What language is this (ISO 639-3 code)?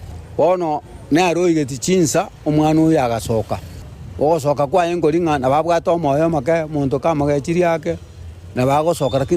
guz